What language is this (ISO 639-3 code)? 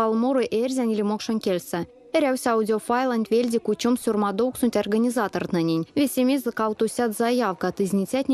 myv